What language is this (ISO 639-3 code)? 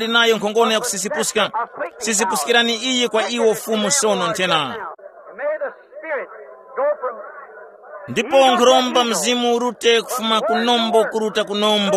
tum